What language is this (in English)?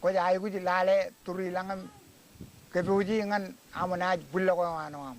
Marshallese